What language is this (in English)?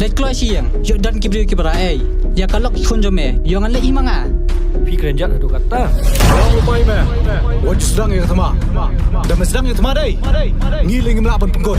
Khasi